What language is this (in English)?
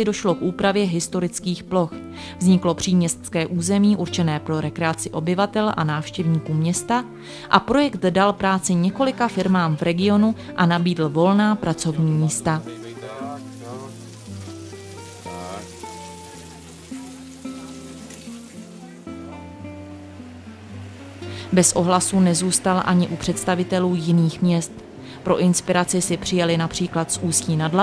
Czech